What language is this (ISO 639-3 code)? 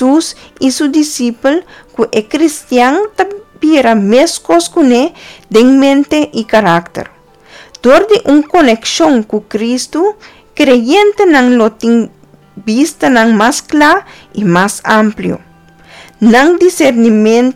pap